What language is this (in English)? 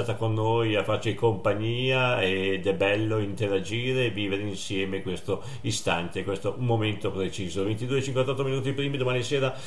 Italian